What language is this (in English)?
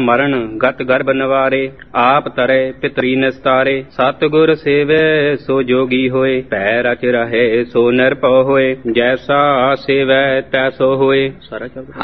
Punjabi